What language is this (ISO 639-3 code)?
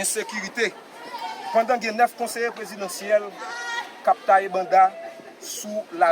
hat